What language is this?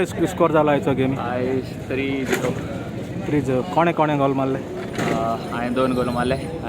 Konkani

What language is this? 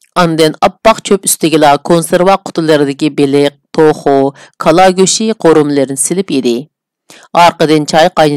Uyghur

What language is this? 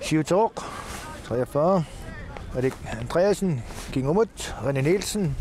Kalaallisut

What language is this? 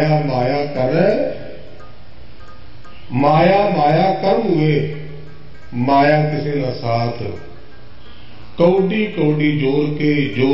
Punjabi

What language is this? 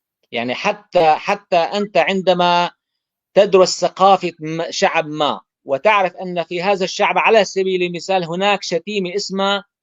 North Levantine Arabic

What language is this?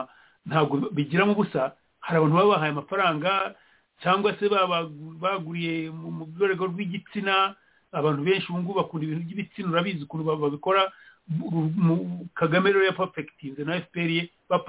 Kinyarwanda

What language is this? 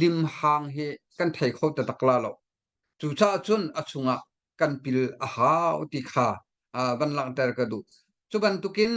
Hakha Chin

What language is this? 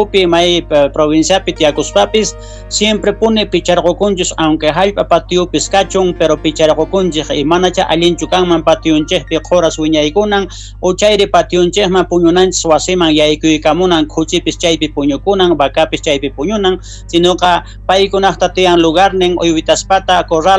South Bolivian Quechua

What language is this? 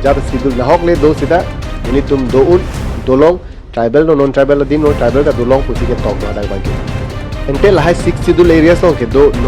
Karbi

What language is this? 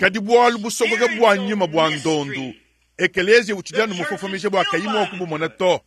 Luba-Lulua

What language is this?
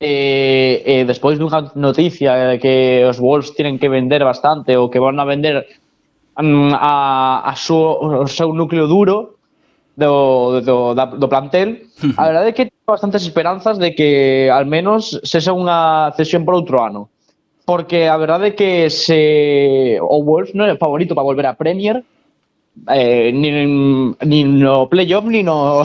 Galician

